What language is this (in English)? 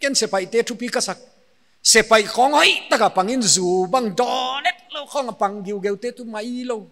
Paite Chin